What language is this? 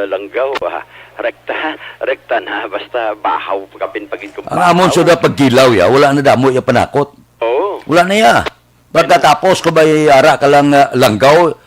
Hiligaynon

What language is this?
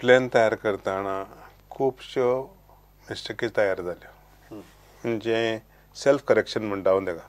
Konkani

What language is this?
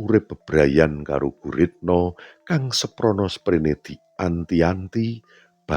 Javanese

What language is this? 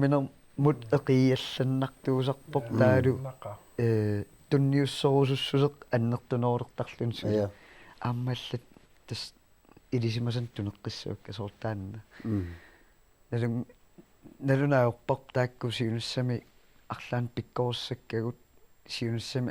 Kalaallisut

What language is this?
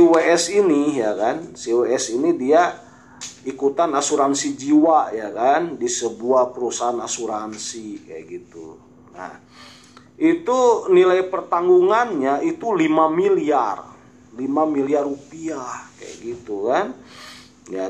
Indonesian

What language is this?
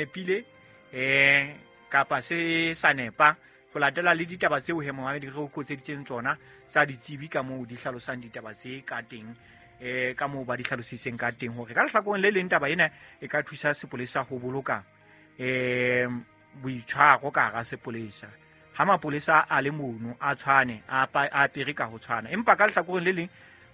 Southern Sotho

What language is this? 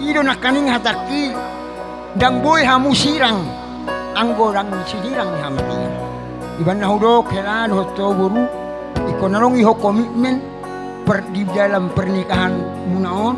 Batak Toba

